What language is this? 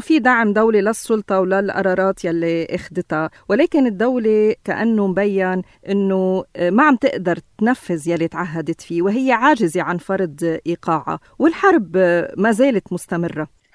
North Levantine Arabic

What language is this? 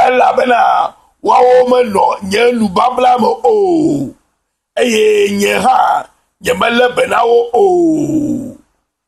Ewe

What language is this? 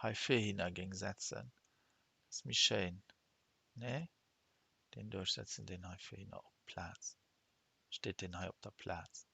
Luxembourgish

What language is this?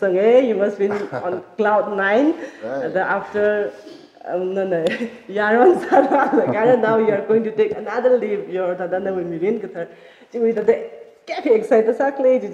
Tangkhul Naga (India)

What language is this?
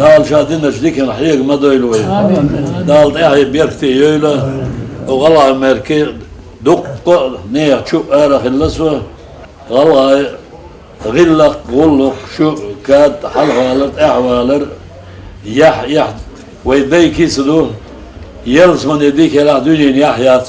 Chechen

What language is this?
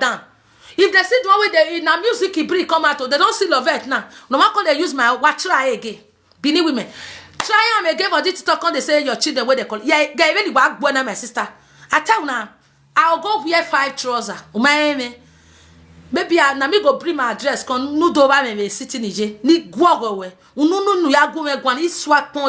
Nigerian Pidgin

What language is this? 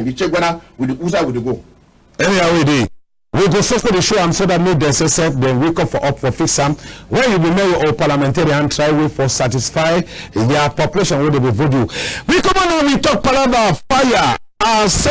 Cameroon Pidgin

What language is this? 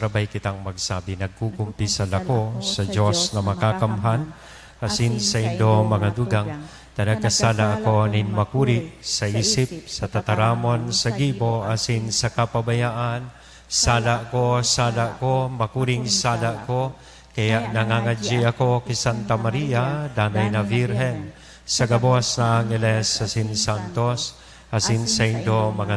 Bikol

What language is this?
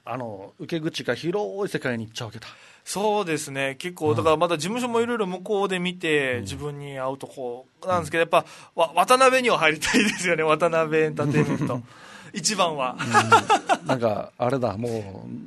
Japanese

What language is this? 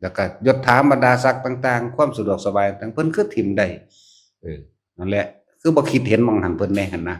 Lao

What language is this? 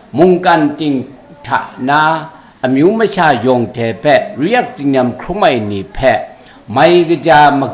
Kachin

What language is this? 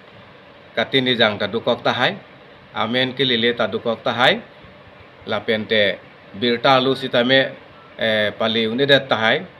Karbi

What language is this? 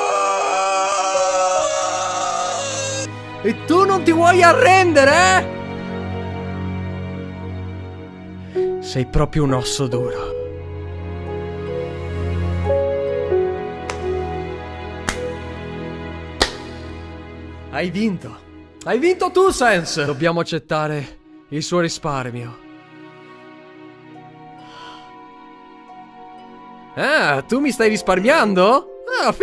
Italian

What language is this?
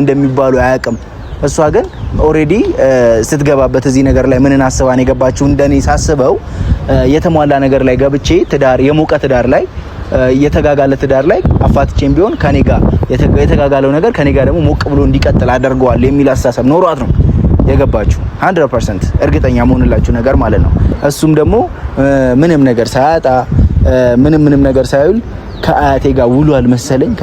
Amharic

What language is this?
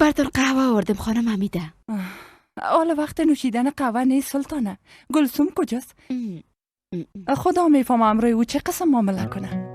Persian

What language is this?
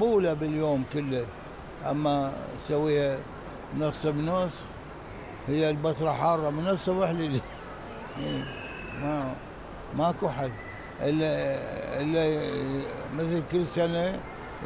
Mesopotamian Arabic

